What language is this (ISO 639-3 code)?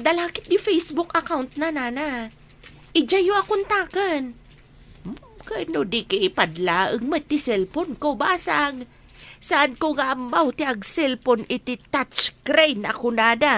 ilo